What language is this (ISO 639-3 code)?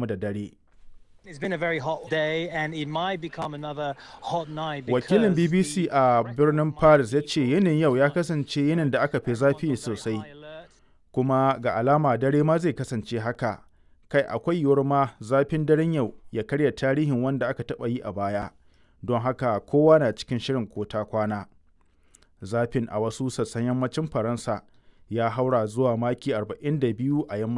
hau